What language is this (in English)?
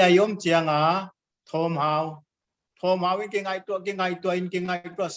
Paite Chin